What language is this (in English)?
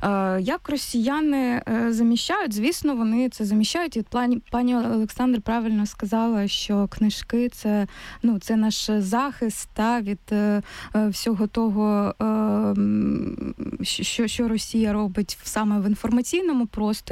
Ukrainian